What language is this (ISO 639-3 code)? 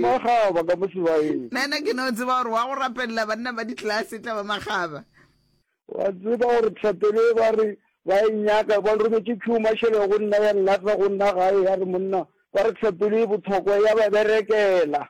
nso